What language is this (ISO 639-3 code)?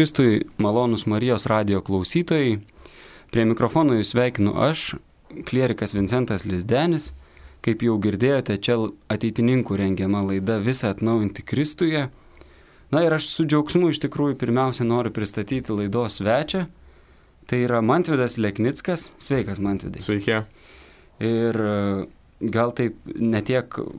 lit